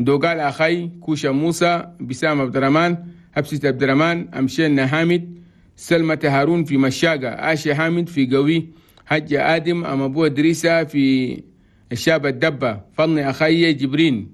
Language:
Chadian Arabic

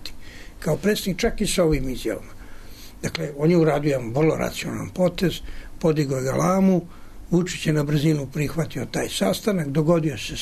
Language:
Serbian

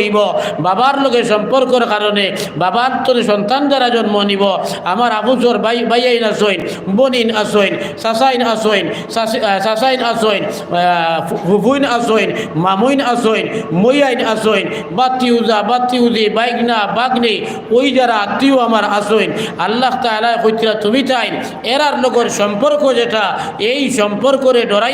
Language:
Sylheti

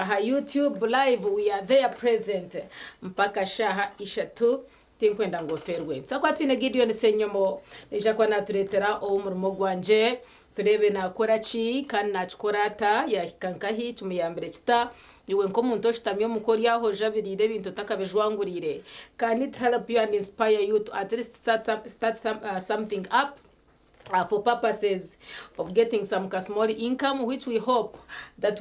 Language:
Nyankole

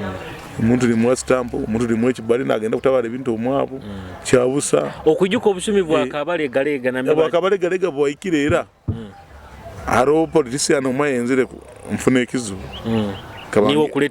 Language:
Nyoro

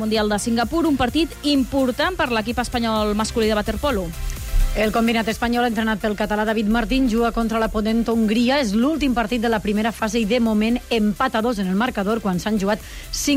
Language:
Catalan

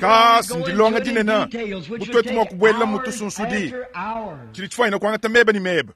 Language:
Luba-Lulua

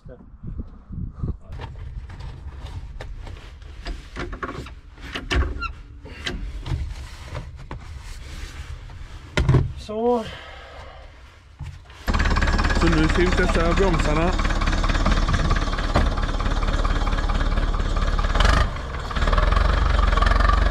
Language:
Swedish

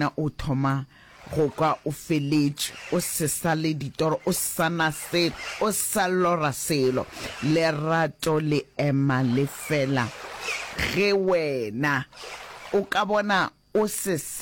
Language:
Northern Sotho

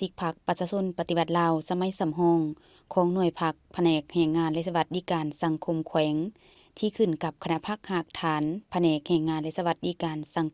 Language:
Lao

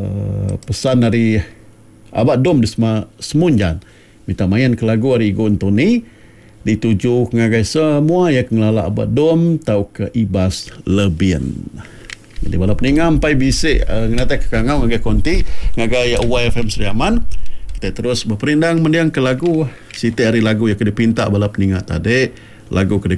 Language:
Iban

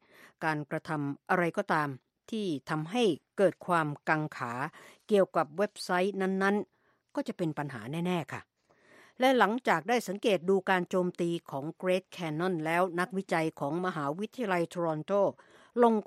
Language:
Thai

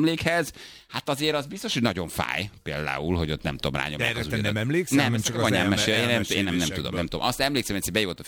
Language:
Hungarian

